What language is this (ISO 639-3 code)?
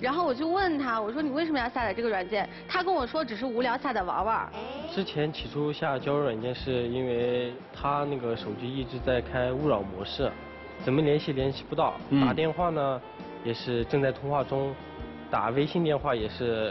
zho